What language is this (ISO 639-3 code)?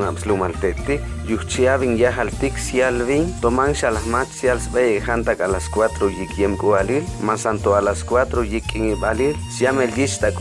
cac